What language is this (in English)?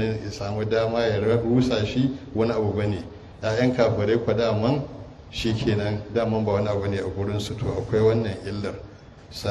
Hausa